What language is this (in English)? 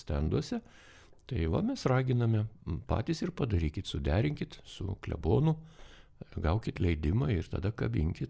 Lithuanian